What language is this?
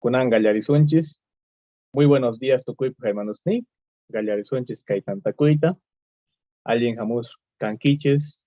Quechua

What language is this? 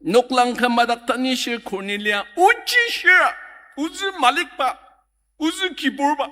Ao Naga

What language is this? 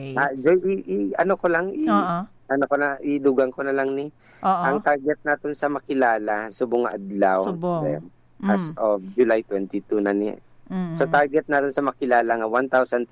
Hiligaynon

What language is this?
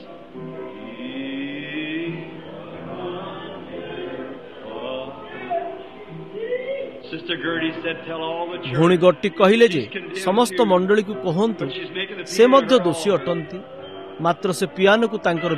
Odia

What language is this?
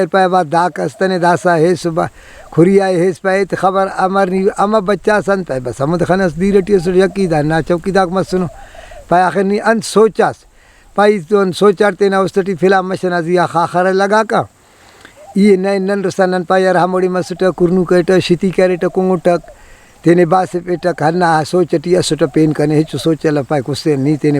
Brahui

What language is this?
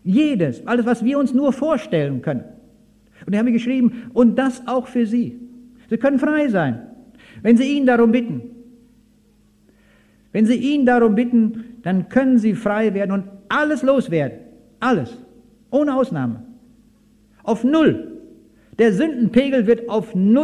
German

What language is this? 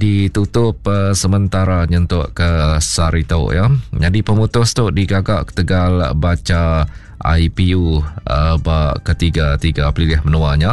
Iban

